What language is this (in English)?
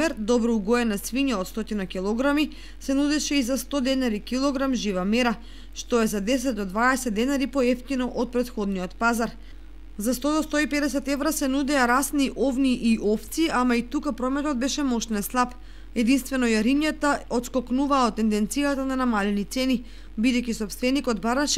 Macedonian